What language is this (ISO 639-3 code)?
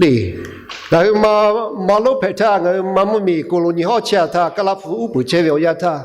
lhu